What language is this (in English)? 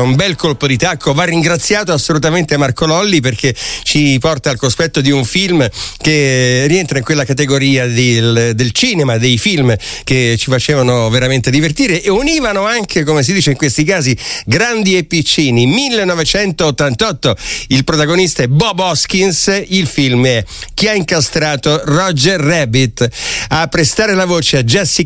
Italian